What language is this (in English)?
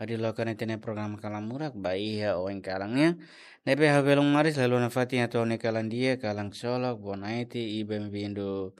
Tetum